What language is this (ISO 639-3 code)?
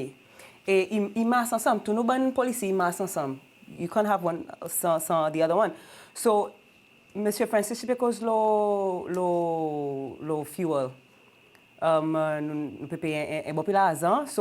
crs